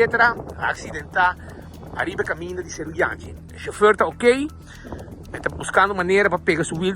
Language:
Papiamento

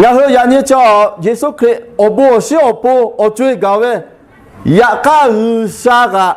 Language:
Lahu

